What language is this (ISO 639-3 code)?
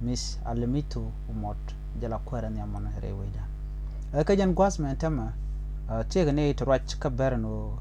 nus